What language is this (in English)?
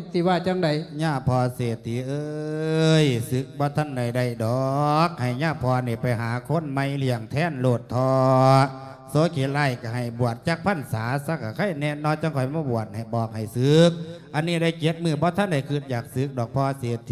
Lao